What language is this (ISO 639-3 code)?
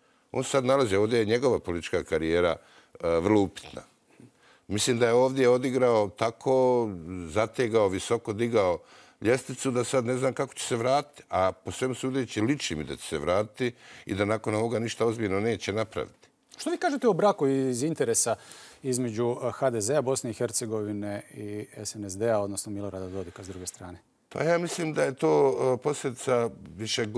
hrv